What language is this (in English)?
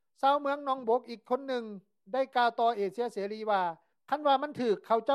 Lao